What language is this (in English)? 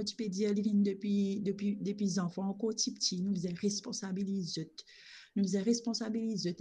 Morisyen